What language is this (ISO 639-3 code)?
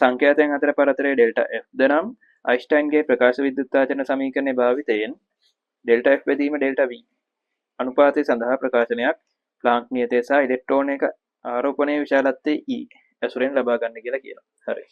sin